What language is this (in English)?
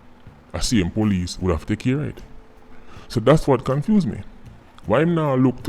Jamaican Creole English